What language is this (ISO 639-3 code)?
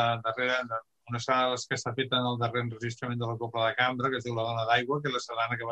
cat